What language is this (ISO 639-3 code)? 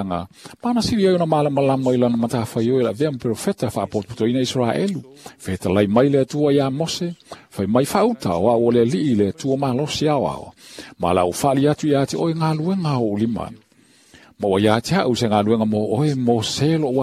smo